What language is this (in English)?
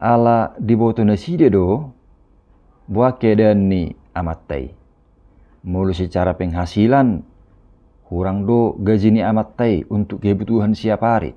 Batak Toba